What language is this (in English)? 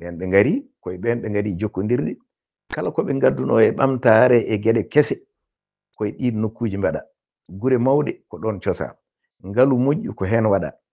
Fula